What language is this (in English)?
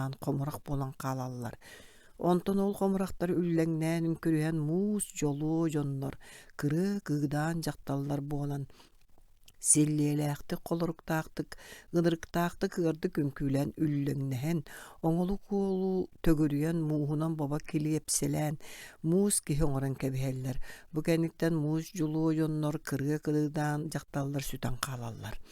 Yakut